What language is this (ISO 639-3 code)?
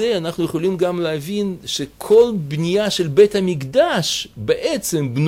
heb